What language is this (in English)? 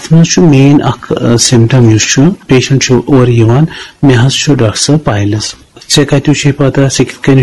Kashmiri